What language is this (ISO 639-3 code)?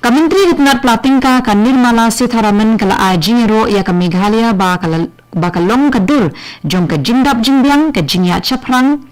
kha